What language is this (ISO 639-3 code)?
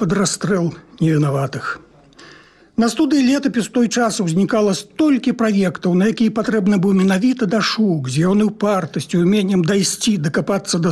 bel